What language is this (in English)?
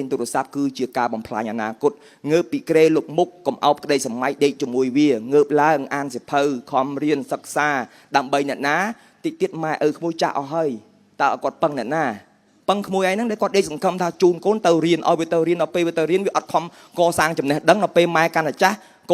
Khmer